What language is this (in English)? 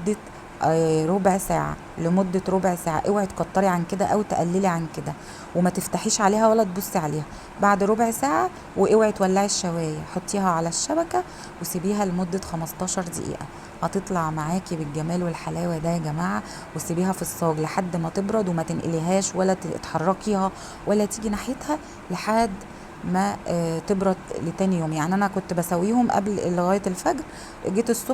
Egyptian Arabic